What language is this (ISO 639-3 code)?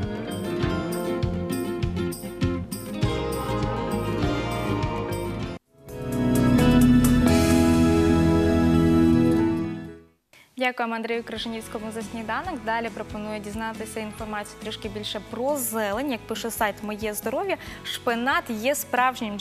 ukr